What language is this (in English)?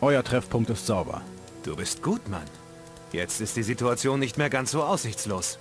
Bavarian